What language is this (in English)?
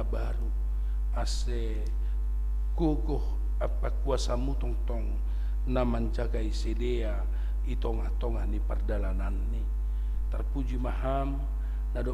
Batak Simalungun